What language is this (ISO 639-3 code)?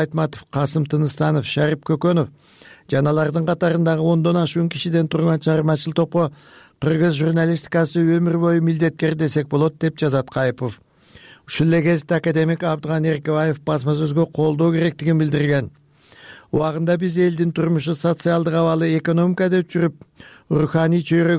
kir